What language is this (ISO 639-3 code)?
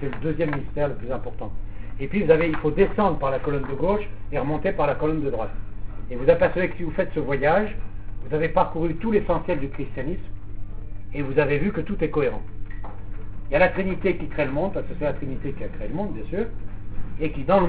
fra